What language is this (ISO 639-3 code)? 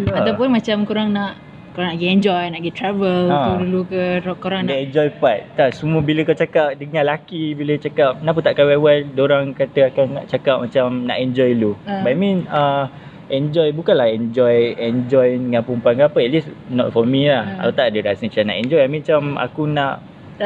msa